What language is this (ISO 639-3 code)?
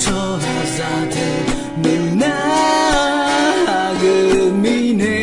ahk